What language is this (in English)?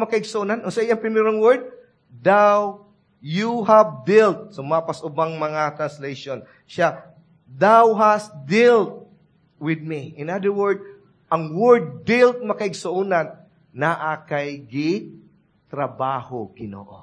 Cebuano